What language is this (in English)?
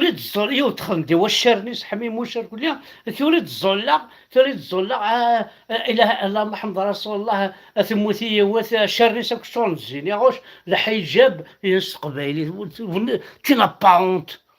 Kabyle